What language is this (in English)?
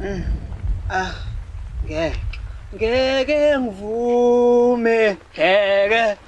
Zulu